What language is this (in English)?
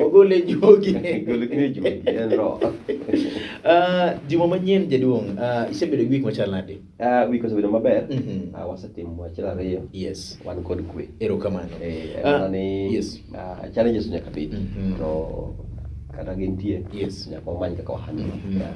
Luo (Kenya and Tanzania)